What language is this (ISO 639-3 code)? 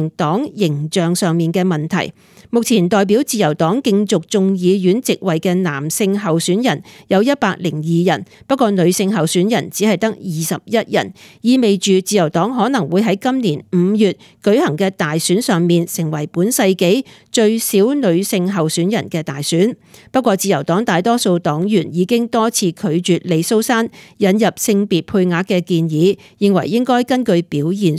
yue